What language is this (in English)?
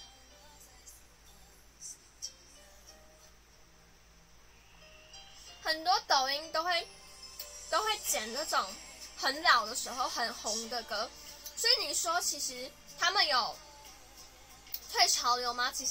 Chinese